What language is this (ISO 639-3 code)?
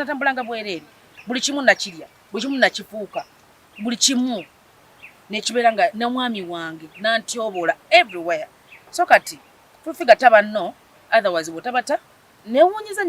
lug